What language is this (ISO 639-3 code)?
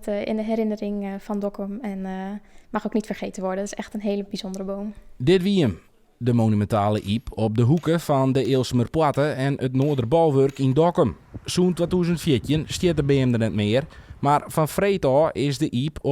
fry